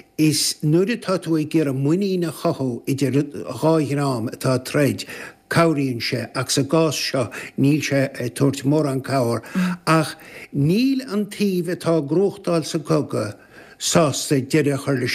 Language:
Irish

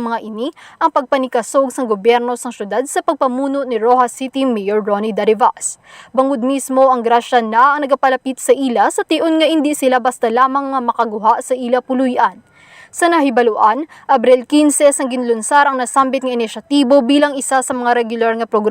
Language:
Hiligaynon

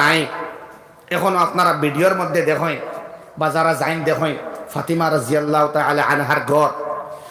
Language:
Sylheti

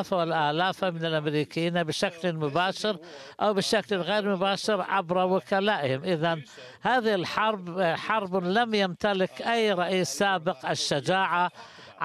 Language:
Arabic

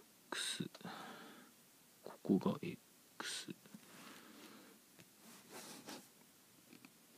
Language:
Japanese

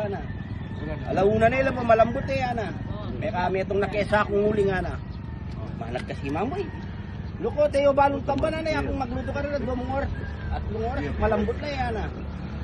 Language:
Pampanga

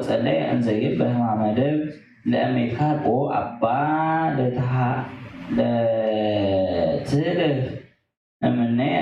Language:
Geez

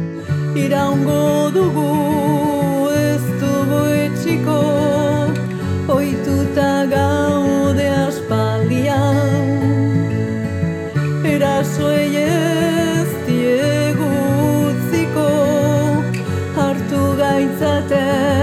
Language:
Basque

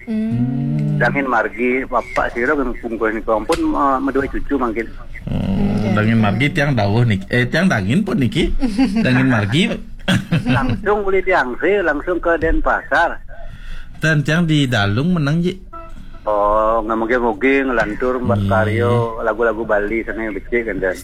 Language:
Balinese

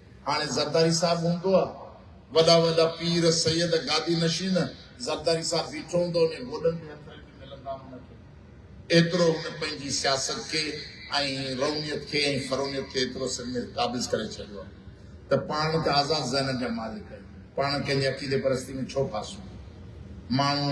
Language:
Sindhi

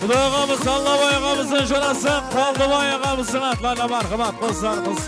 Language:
Kara-Kalpak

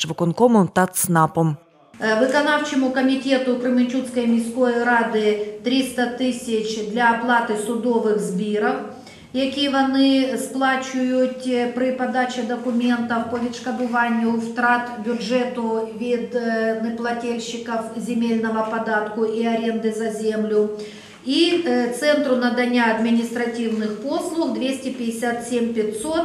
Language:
Ukrainian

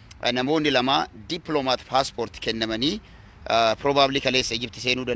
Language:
Oromo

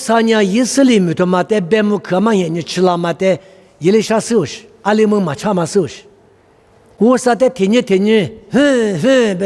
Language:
Lisu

